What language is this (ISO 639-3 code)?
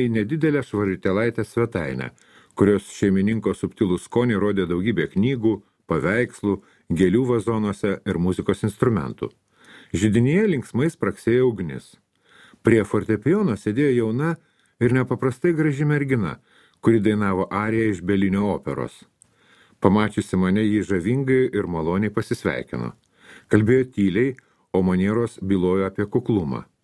lit